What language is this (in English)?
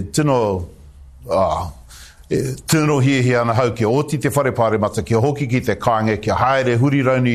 Māori